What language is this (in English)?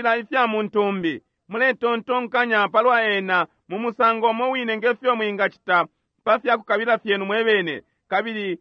Bemba